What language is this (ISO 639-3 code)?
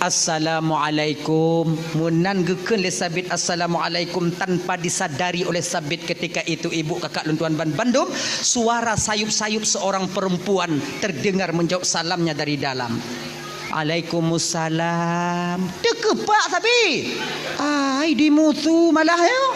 ace